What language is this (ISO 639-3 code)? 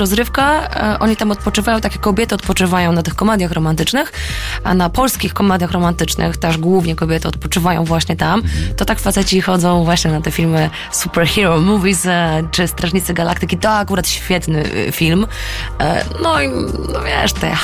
pol